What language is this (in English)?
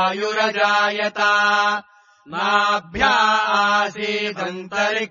Sanskrit